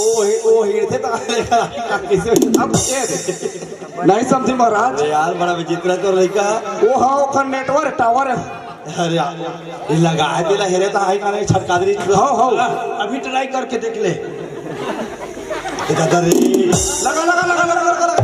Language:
Chhattisgarhi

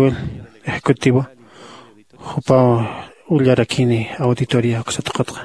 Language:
Aymara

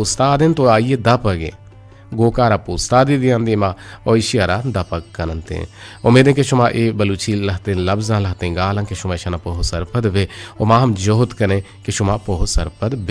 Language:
Eastern Balochi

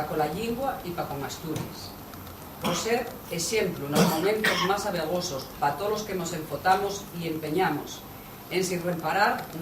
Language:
Asturian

